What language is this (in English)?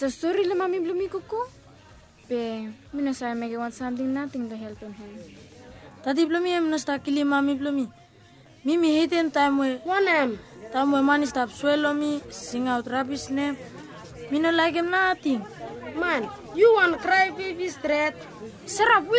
Bislama